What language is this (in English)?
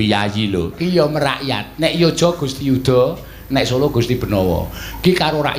Javanese